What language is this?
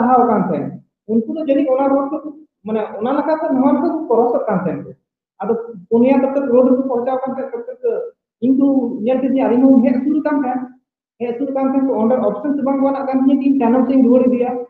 Santali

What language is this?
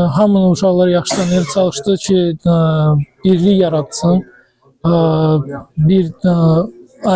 Azerbaijani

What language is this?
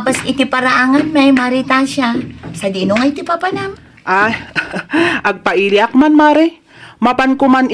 Iloko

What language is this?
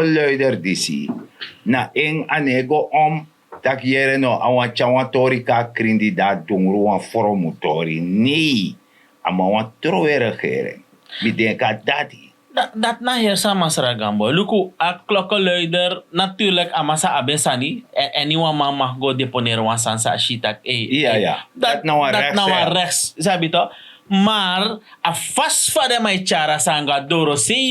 Sranan Tongo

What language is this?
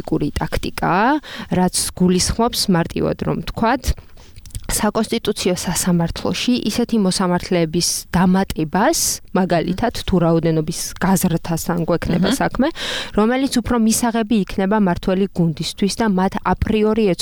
Georgian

